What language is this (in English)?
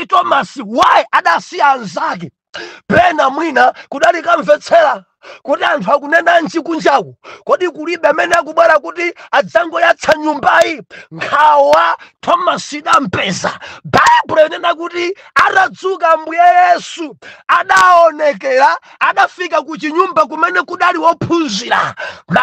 Nyanja